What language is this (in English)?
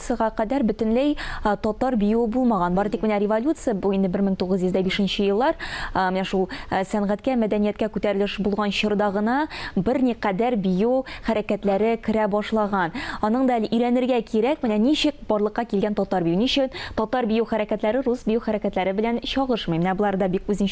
Tatar